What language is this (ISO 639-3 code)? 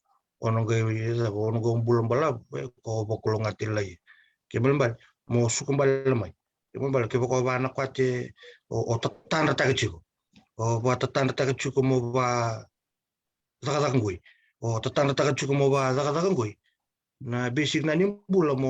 fij